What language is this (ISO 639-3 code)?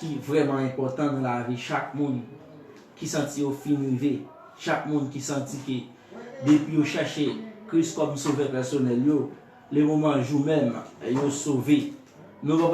hat